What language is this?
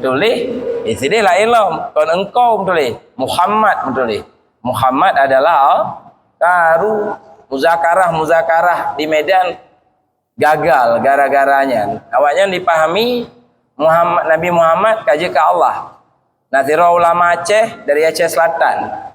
Achinese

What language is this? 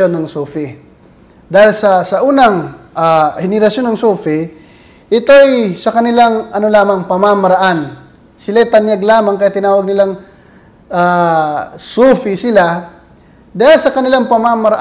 Filipino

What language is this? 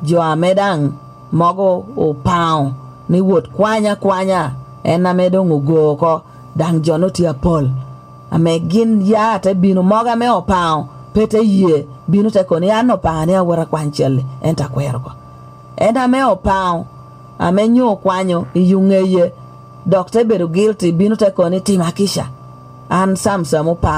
Lango (Uganda)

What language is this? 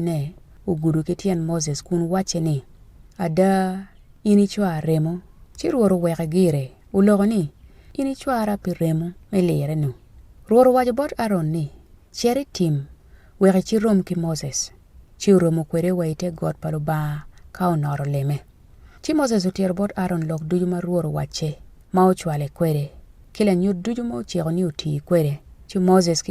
Acoli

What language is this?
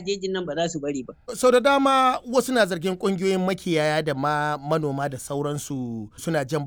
Hausa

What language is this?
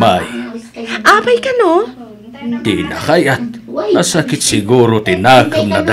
Iloko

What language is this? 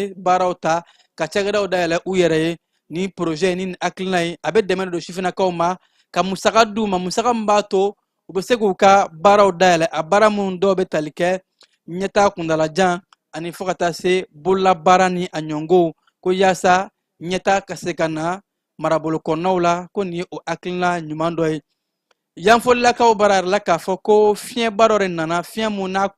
Bambara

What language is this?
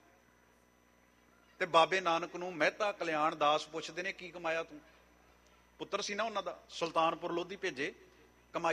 Punjabi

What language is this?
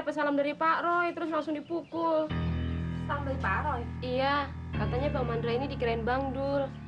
Betawi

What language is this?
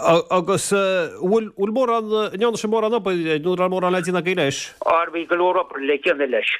Irish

